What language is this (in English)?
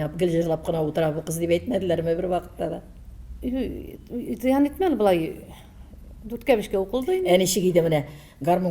Tatar